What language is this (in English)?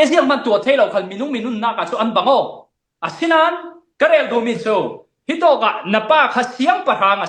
Falam Chin